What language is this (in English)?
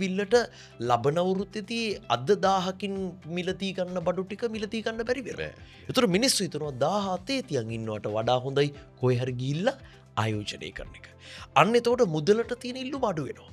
Sinhala